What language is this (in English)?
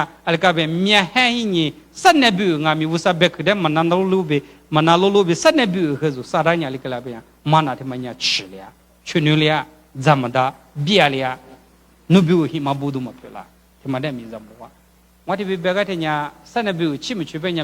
Lisu